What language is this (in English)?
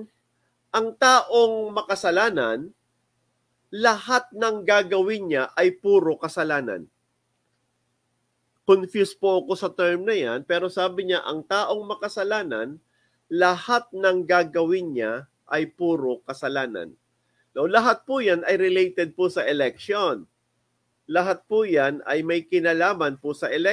Filipino